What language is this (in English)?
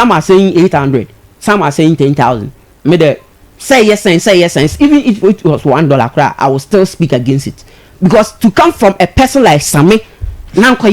Akan